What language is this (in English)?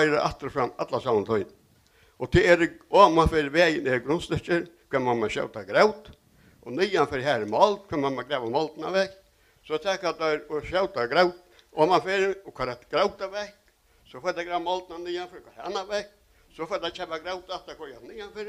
Faroese